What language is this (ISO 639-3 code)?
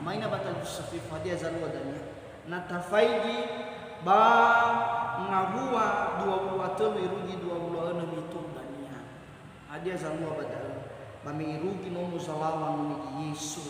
nia